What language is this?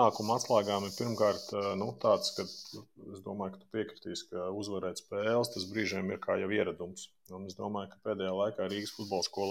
Latvian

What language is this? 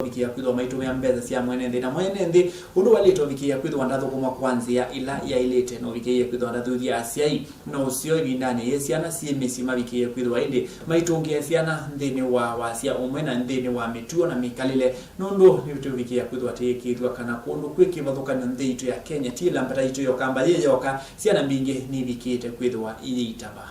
Kamba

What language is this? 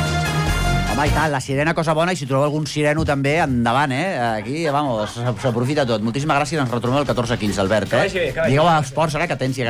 Catalan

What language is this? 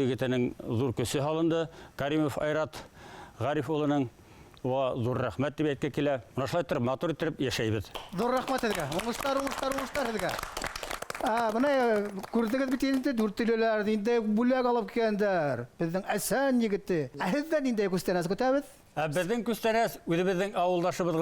Bashkir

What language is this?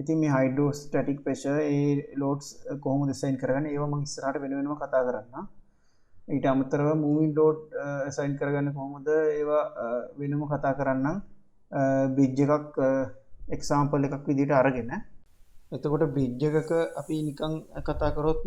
Sinhala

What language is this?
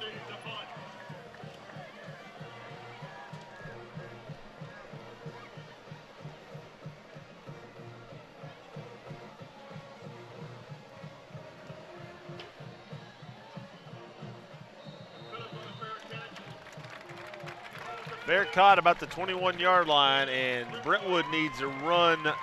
English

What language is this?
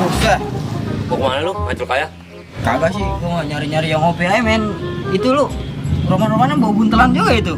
Betawi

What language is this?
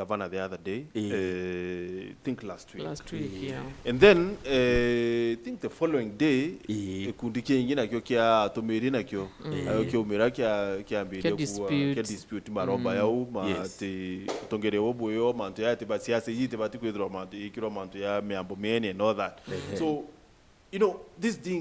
Meru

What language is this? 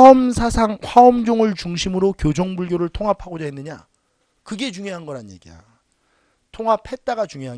Korean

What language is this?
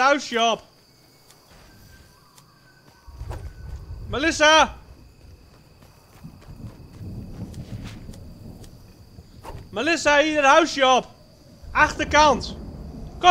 Dutch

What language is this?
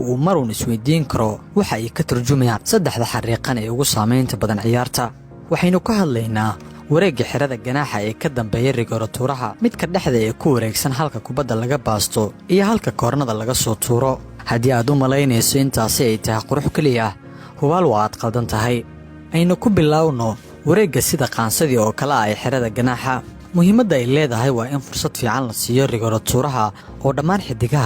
Somali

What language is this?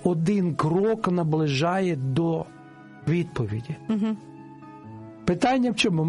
Ukrainian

